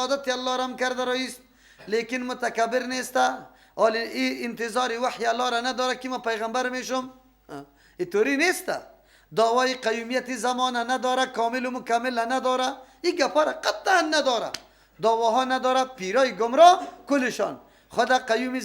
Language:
Persian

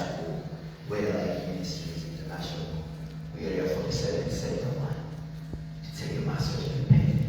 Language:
Nyanja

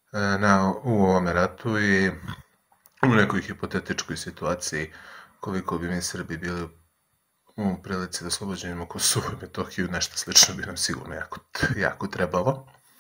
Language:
Serbian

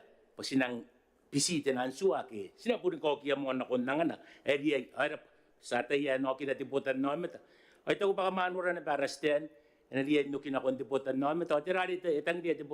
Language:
Gilbertese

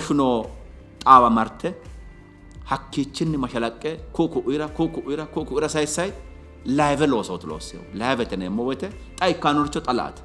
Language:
Sidamo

